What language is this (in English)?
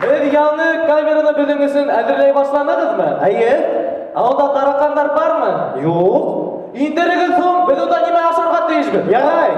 Bashkir